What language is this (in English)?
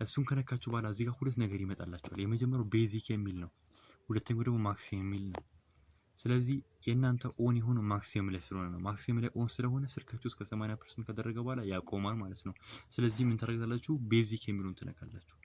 Amharic